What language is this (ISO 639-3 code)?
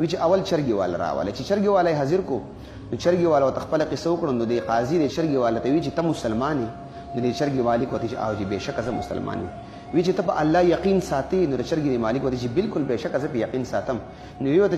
pus